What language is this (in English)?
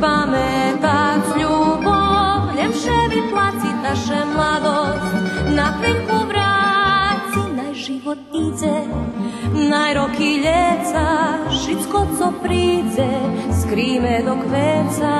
Rusyn